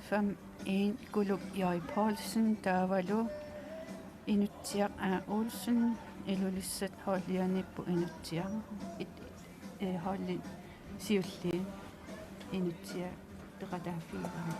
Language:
Kalaallisut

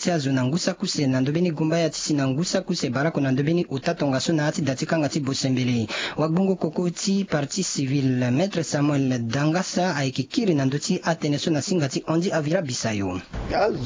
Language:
Sango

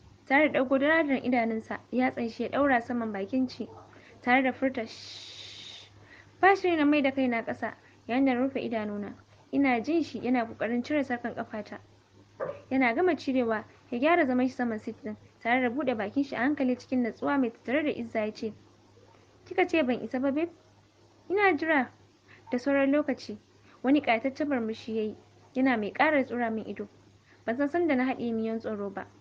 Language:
Hausa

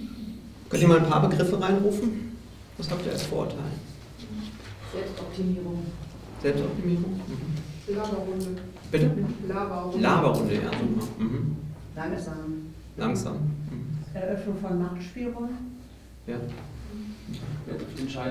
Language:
German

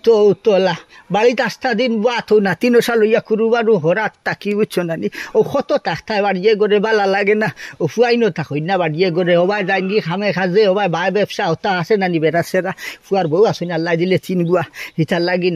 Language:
Sylheti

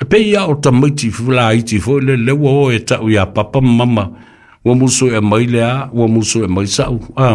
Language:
Samoan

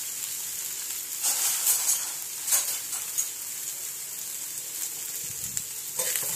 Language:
Malayalam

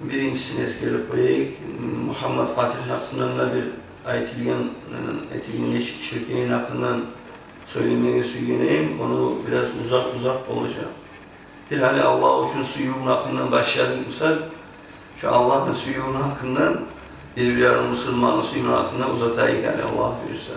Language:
Kumyk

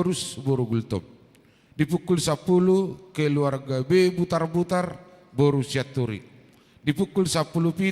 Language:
Batak Toba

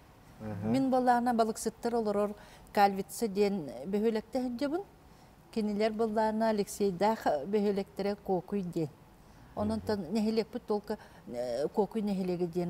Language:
Yakut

